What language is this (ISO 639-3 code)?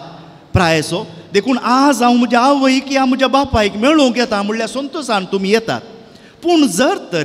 kok